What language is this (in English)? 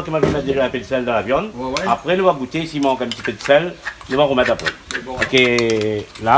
Réunion Creole French